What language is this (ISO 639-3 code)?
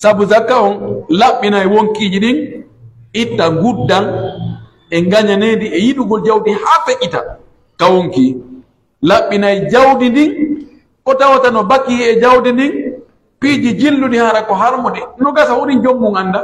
fuf